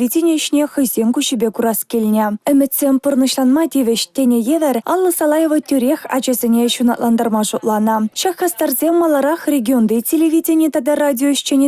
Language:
Chuvash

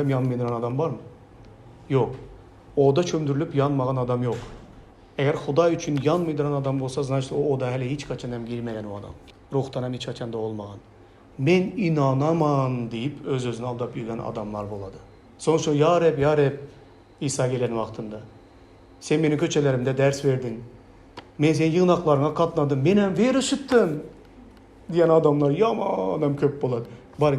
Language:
Turkmen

